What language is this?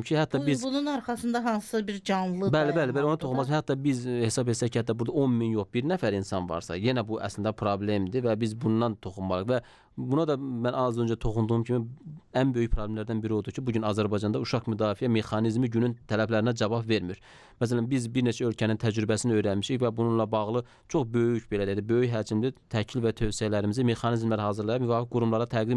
Azerbaijani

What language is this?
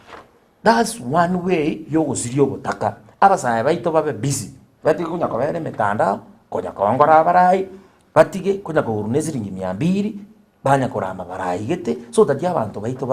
Gusii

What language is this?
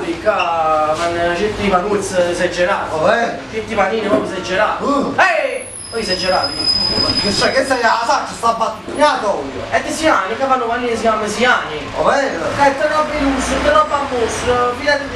Neapolitan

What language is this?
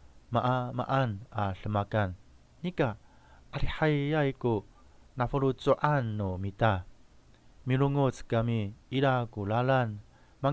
Amis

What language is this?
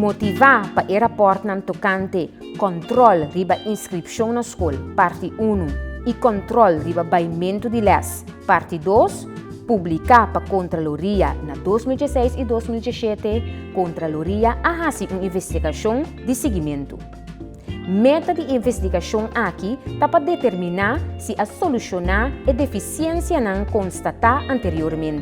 Papiamento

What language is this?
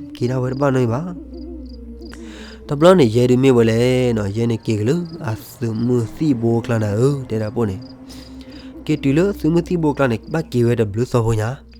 S'gaw Karen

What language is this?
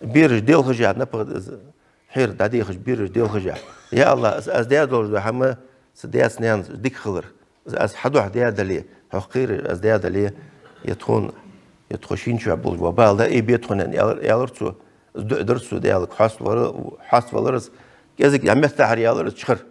Ingush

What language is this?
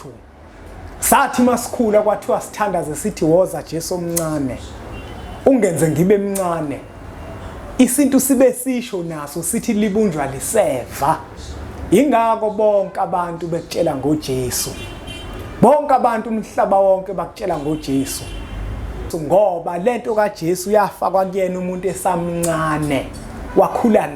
Zulu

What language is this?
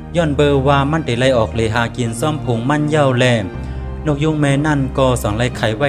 Shan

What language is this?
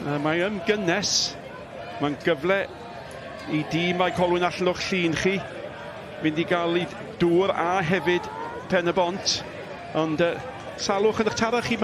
Welsh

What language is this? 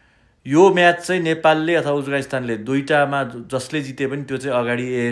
Nepali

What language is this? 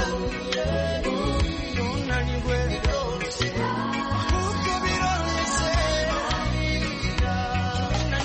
Kinyarwanda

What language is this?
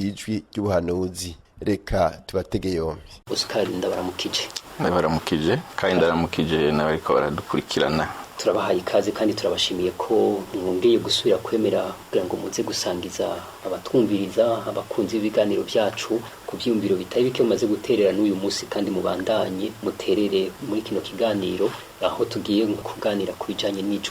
Rundi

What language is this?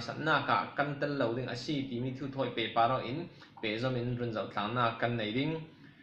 Falam Chin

